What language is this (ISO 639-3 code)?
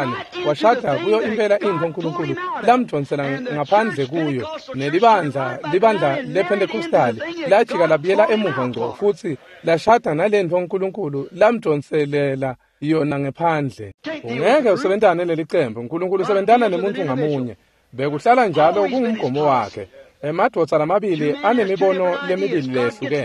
ssw